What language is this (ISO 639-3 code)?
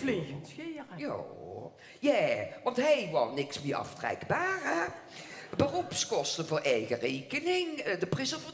lim